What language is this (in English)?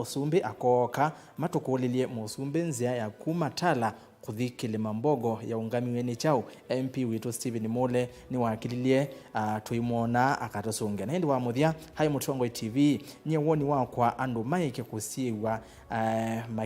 Kamba